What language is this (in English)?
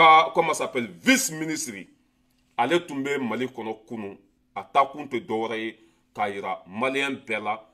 Bambara